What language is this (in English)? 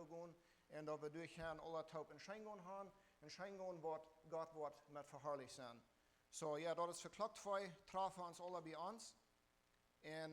Plautdietsch